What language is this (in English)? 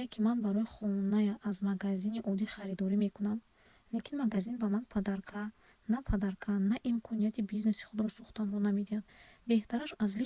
Tajik